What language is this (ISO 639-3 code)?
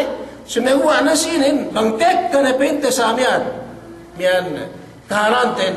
yka